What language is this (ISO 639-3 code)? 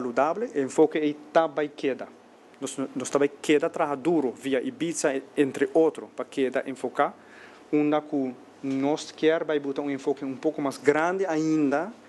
pap